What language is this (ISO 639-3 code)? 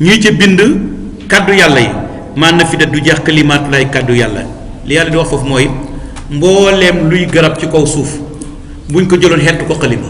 wol